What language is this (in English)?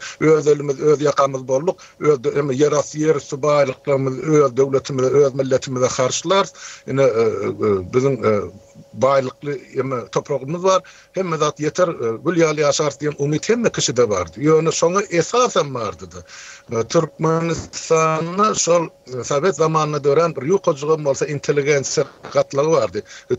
Turkmen